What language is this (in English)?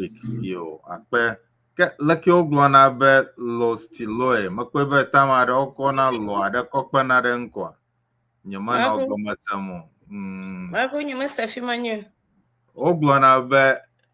Ewe